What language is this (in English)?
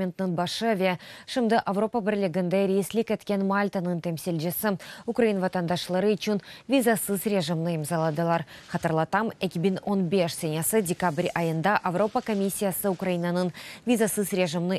Crimean Tatar